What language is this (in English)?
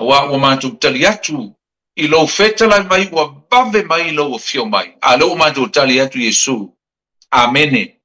Samoan